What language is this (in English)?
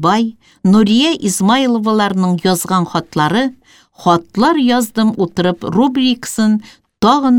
Tatar